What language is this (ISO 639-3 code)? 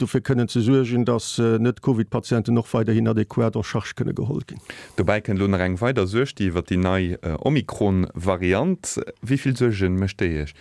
ltz